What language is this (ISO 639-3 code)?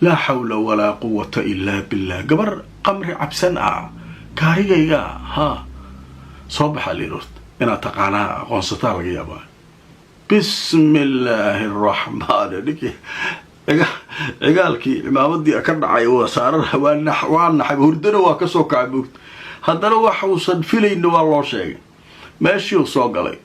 som